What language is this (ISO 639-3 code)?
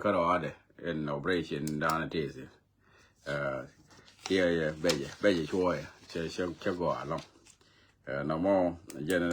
nus